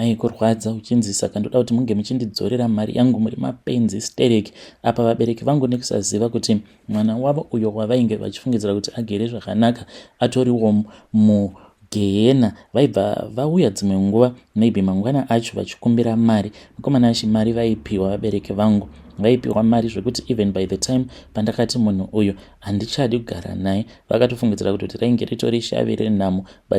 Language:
Shona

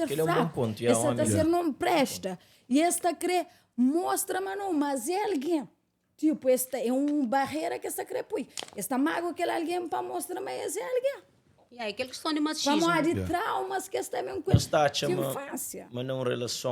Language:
Kabuverdianu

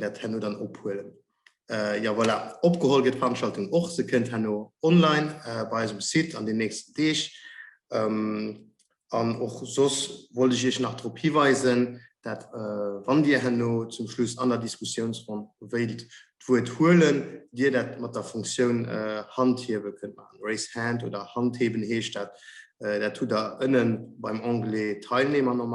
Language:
Luxembourgish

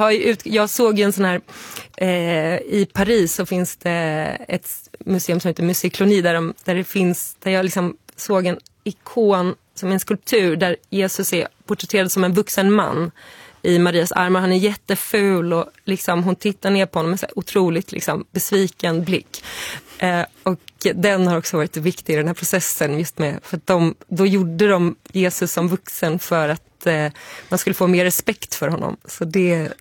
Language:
Swedish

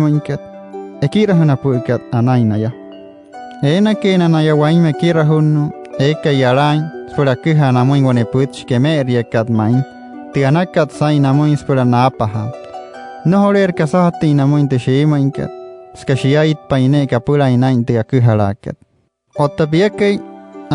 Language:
Wayuu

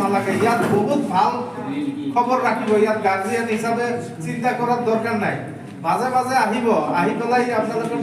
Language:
Assamese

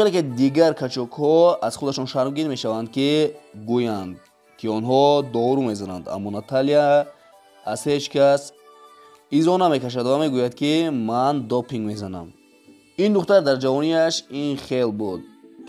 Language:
Tajik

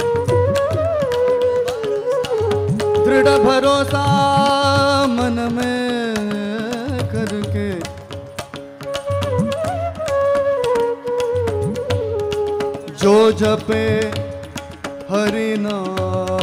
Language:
Hindi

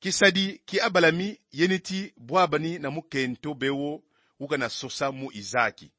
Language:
Kongo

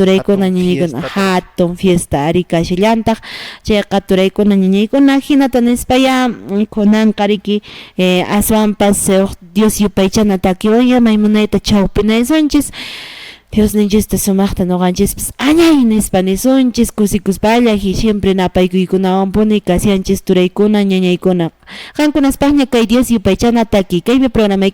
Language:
Quechua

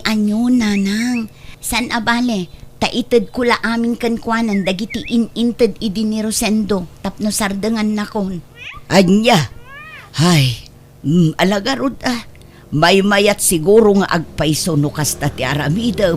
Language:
Iloko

